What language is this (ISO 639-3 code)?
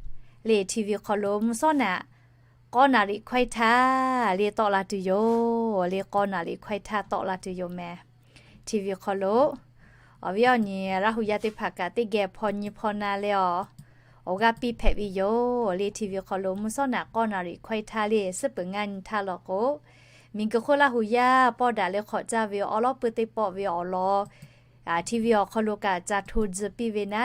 lhu